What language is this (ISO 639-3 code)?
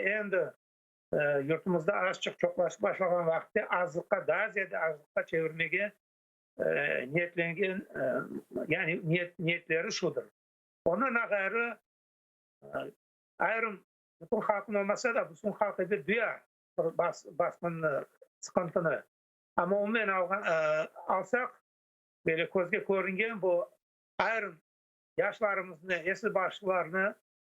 crh